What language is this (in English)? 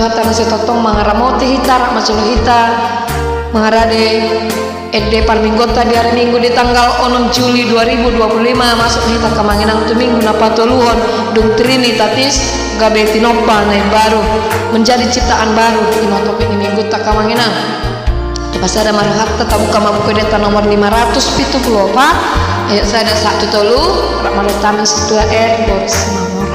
Batak Toba